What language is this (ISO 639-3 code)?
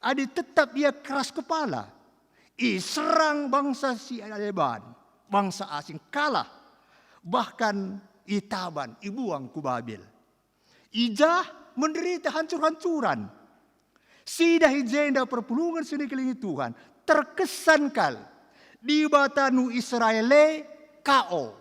btx